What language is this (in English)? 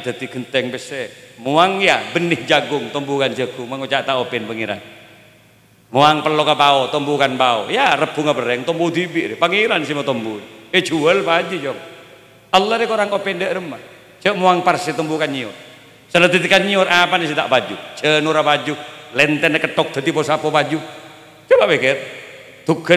Madurese